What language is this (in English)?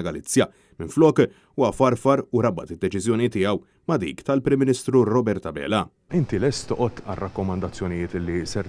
Maltese